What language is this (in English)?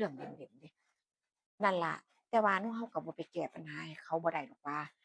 Northeastern Thai